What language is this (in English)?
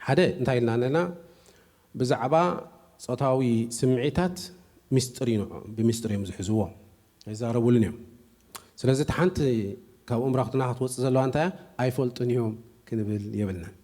Tigrinya